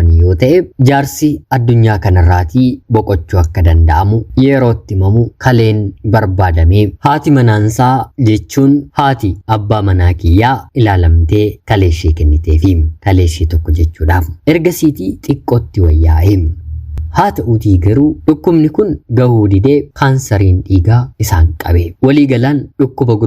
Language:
Oromo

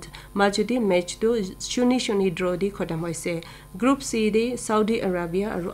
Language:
Naga Pidgin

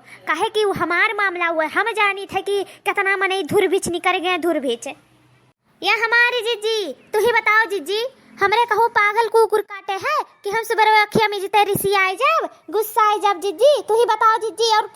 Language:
Awadhi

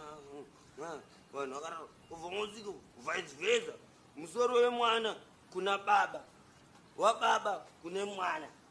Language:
Shona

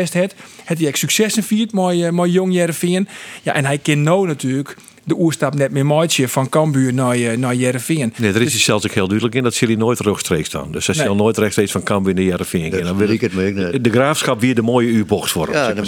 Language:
Western Frisian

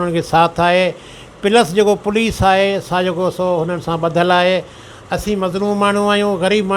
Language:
Sindhi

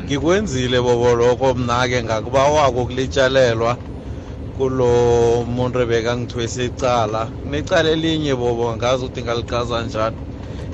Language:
South Ndebele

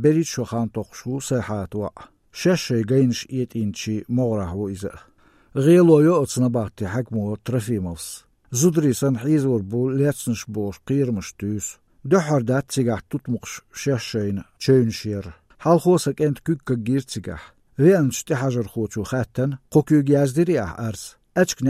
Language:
Chechen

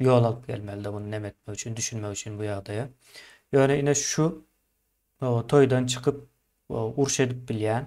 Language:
Turkmen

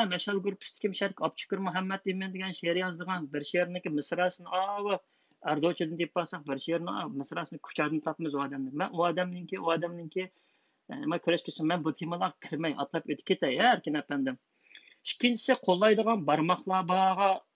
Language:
Uyghur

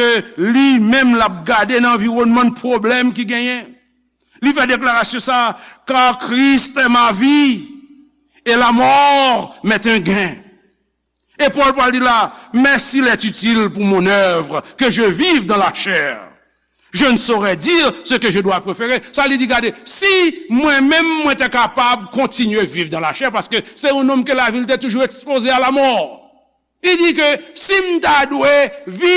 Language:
Haitian Creole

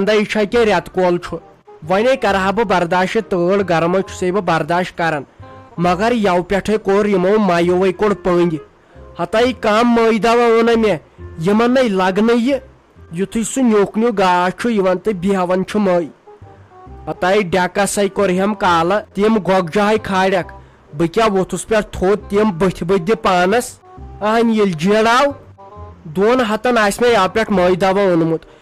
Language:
Kashmiri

